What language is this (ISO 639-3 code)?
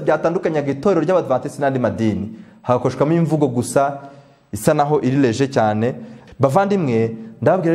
kin